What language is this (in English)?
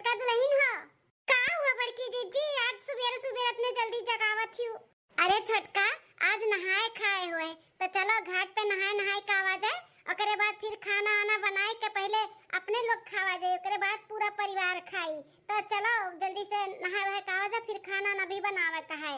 Awadhi